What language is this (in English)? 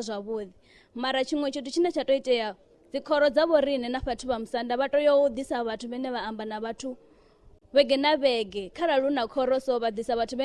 Venda